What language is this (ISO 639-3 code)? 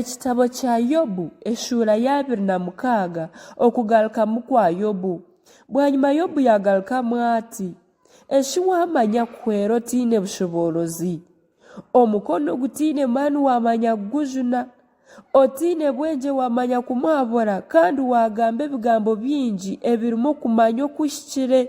nyn